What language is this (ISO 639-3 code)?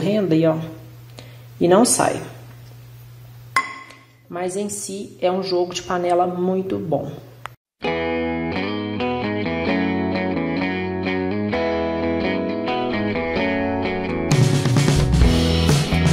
por